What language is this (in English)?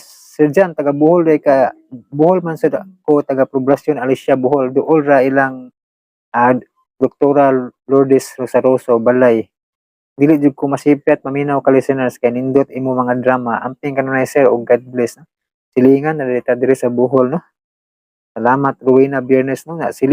Cebuano